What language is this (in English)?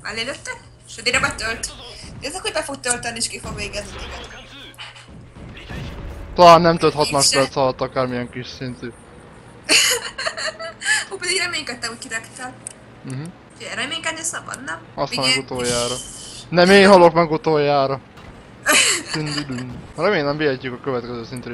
Hungarian